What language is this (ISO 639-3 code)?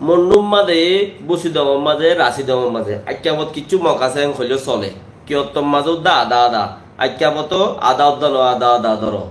rhg